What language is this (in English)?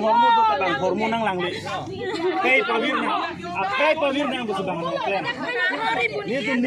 Karbi